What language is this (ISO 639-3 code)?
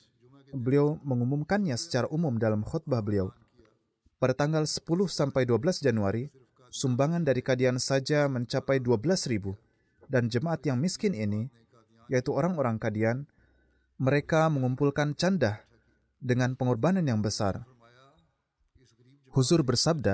ind